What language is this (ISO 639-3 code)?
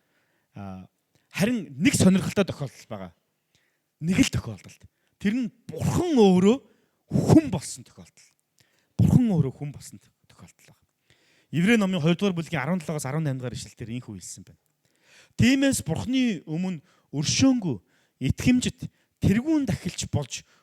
mon